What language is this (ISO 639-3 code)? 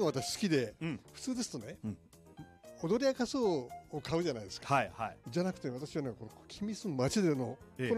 jpn